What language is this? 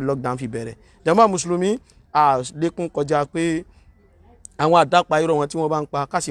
Yoruba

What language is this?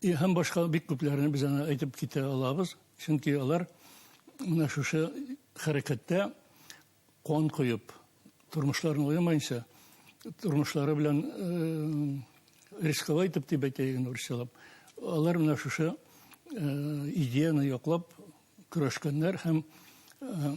Bashkir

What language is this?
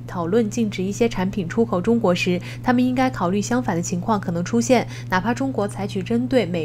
Chinese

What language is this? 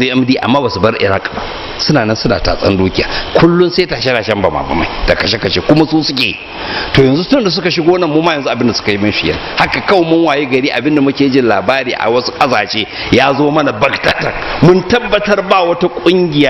Hausa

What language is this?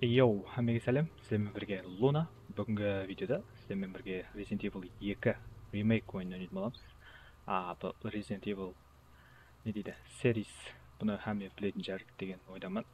Kara-Kalpak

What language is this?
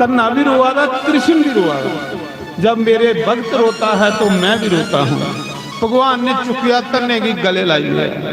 Dogri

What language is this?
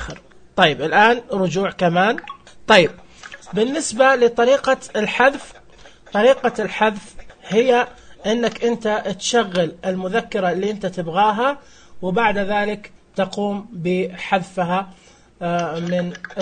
Najdi Arabic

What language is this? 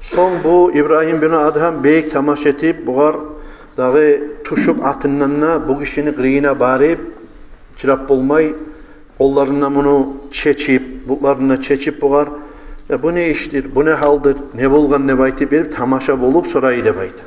Kumyk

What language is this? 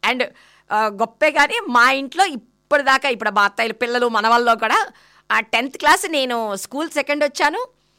Telugu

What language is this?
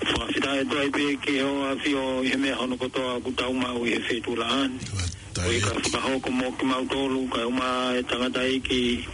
Tongan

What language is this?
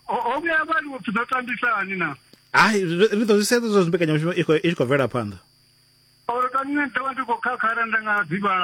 Venda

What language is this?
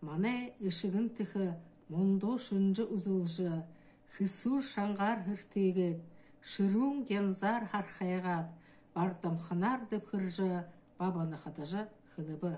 Buriat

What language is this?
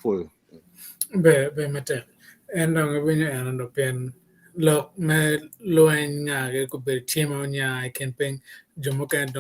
Acoli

